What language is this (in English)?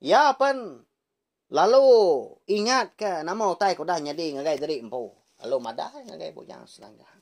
Iban